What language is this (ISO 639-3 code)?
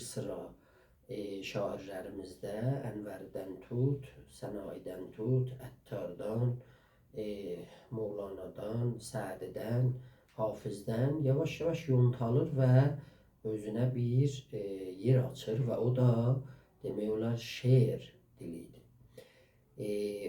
azb